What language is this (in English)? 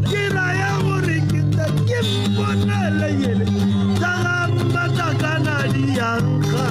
Tswana